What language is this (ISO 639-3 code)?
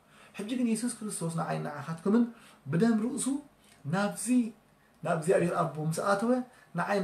tir